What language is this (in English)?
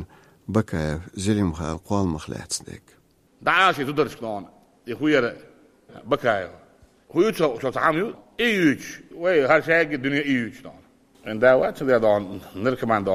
Chechen